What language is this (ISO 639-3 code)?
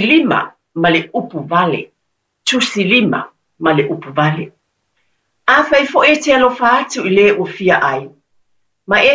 smo